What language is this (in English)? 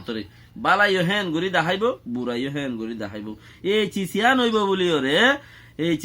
Rohingya